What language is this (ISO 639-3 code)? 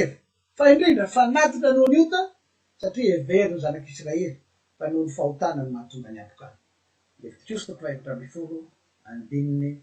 mlg